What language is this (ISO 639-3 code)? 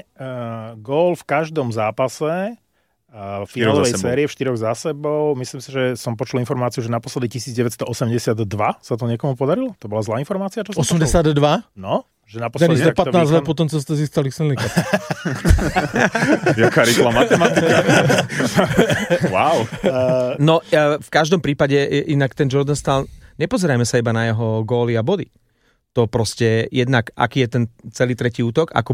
slk